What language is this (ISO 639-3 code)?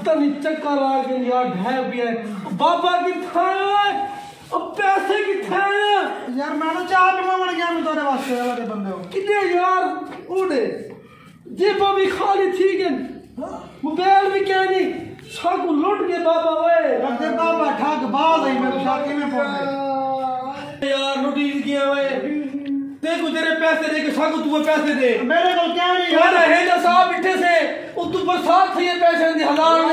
skr